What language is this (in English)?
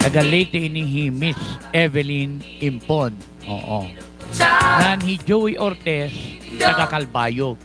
Waray